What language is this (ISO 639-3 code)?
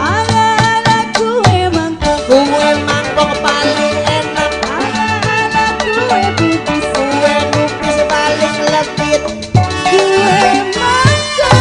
bew